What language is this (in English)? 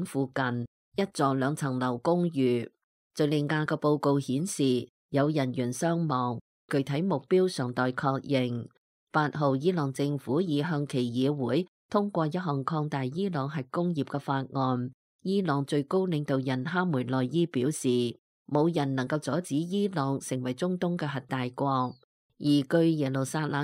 Cantonese